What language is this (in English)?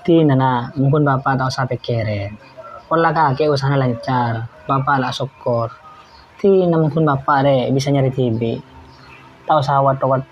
Madurese